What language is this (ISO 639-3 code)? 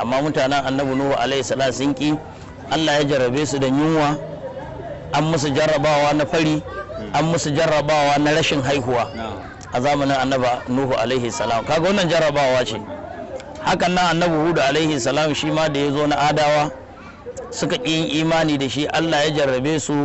hau